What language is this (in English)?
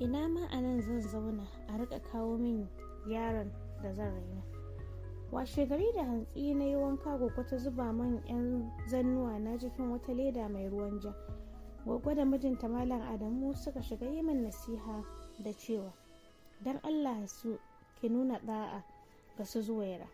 Hausa